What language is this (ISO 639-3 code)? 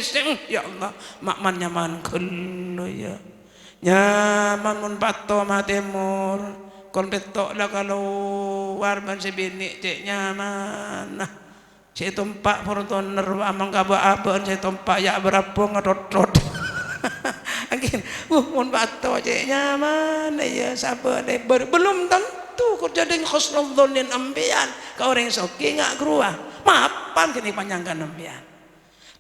mad